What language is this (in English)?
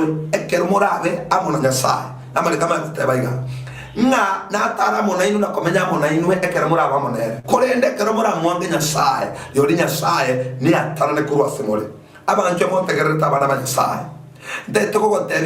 Gusii